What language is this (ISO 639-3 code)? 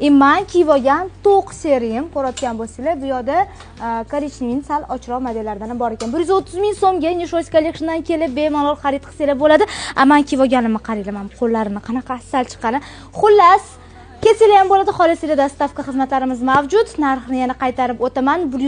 uzb